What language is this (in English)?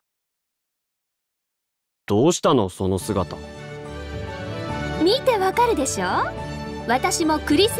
Japanese